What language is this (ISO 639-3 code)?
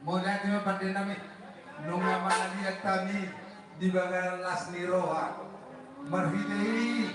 bbc